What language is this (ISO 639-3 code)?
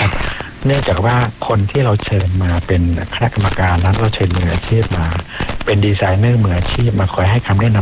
tha